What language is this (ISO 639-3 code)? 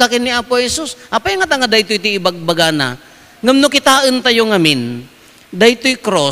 ilo